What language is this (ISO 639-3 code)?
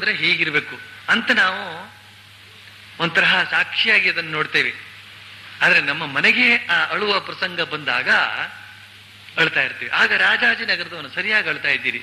kan